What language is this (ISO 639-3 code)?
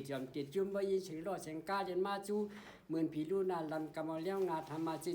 shn